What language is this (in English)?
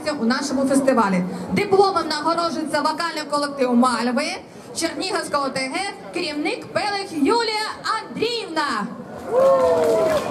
Ukrainian